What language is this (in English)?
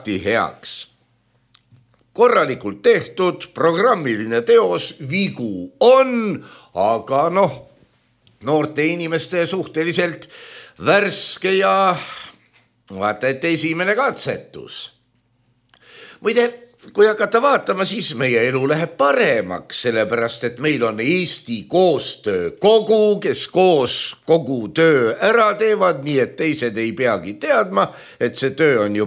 Estonian